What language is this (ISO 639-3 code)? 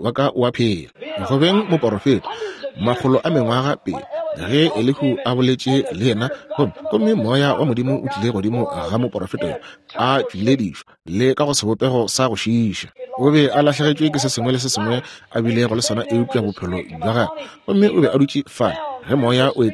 nso